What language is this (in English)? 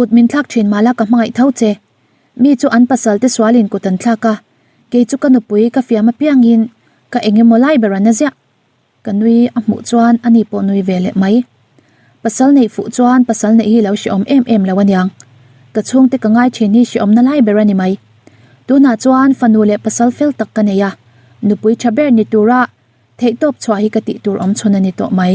Mizo